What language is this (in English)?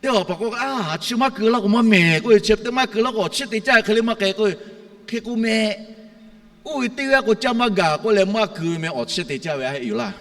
Lahu